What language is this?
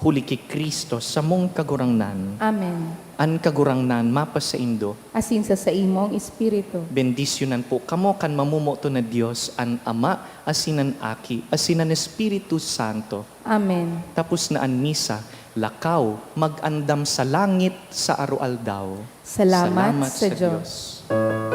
Bikol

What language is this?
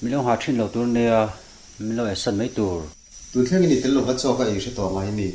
Mizo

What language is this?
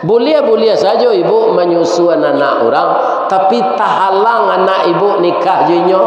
Minangkabau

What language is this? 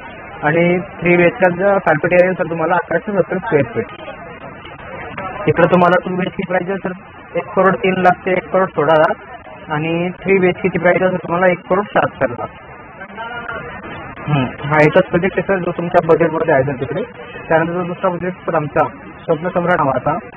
Marathi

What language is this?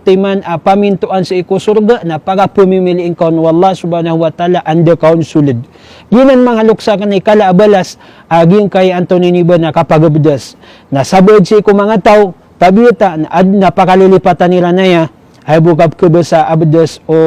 Maranao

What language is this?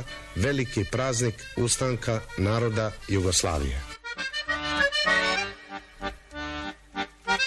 Serbian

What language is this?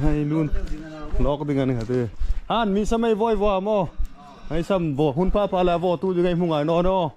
Hmar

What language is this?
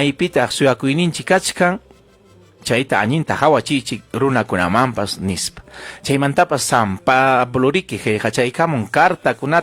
Ayacucho Quechua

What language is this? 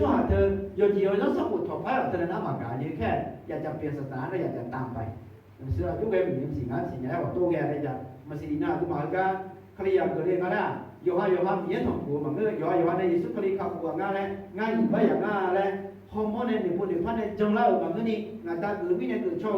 Akha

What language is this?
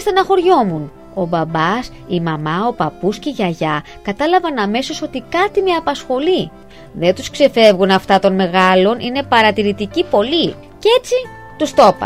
Greek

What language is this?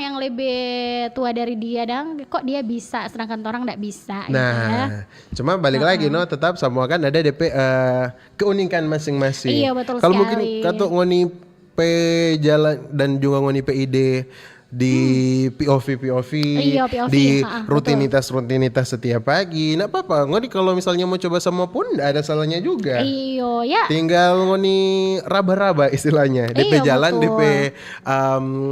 Manado Malay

